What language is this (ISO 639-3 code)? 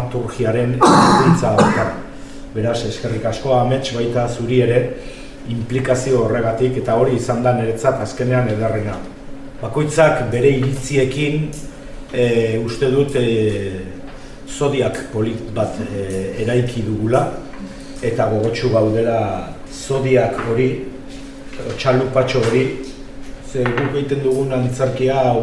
eus